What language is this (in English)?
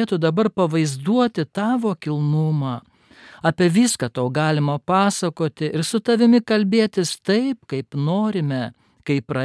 Lithuanian